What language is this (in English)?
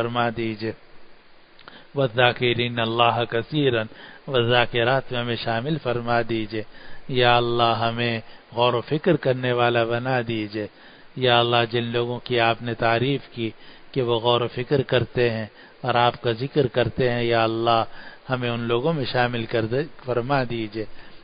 Urdu